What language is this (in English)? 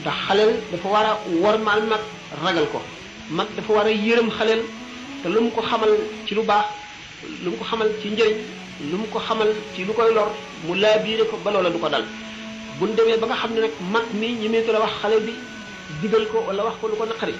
Wolof